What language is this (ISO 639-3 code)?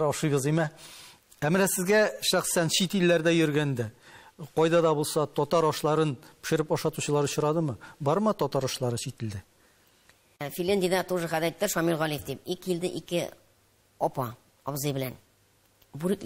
tat